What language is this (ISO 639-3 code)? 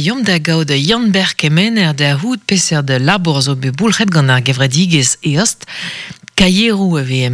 bre